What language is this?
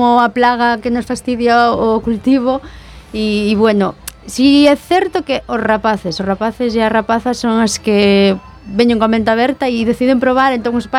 Galician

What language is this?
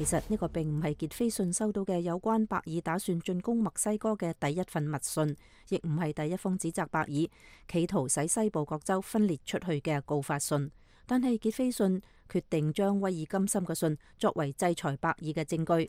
Cantonese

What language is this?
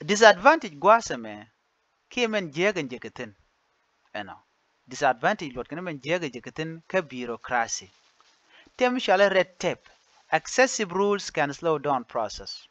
Nuer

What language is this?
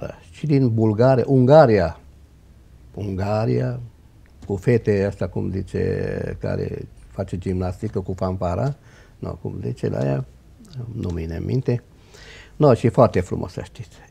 Romanian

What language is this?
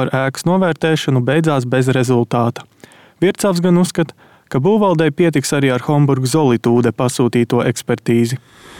Latvian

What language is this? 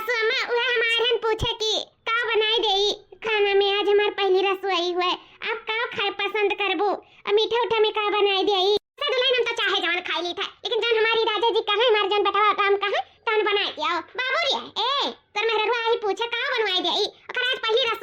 Awadhi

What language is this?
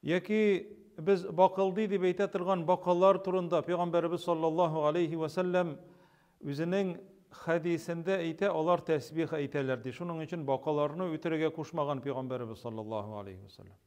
Tatar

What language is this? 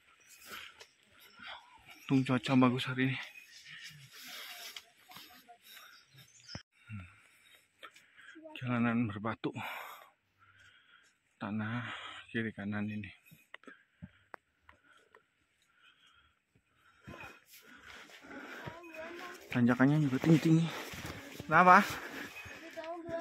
Indonesian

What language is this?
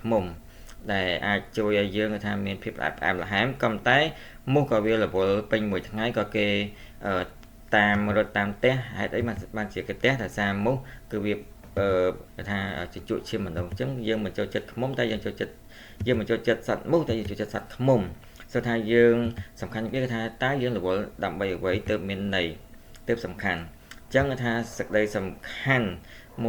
Khmer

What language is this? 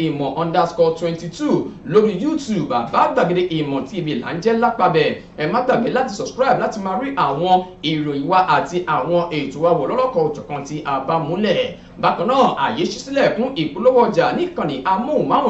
Yoruba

